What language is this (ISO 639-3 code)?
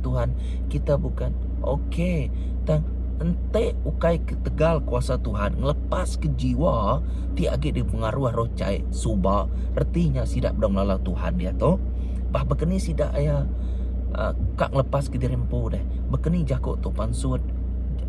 iba